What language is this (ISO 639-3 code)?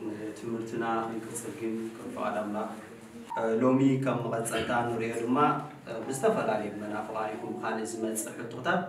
tir